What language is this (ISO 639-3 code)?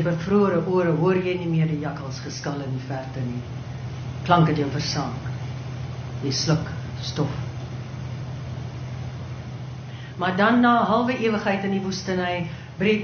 afr